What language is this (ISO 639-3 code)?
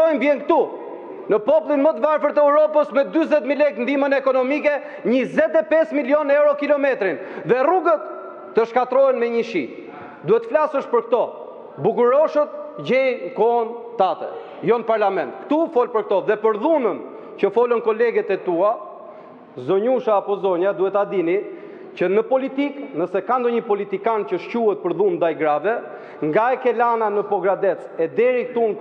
sqi